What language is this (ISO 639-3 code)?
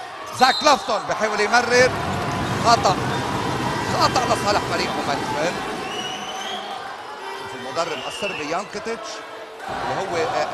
apc